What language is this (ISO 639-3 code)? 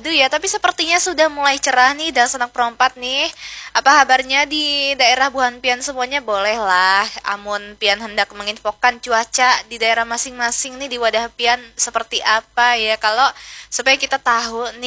bjn